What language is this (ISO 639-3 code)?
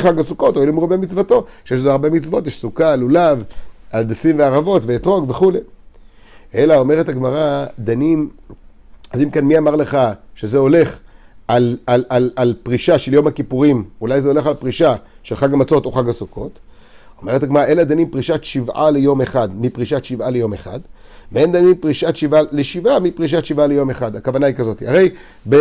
heb